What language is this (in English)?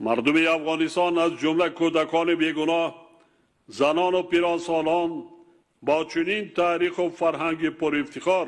Tajik